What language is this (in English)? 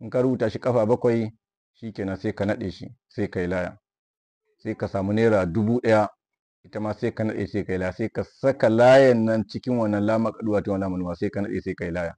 Hausa